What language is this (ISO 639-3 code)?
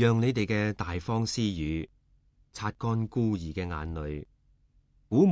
yue